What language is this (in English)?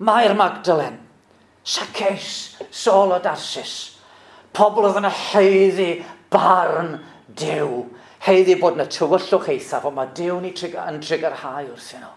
Welsh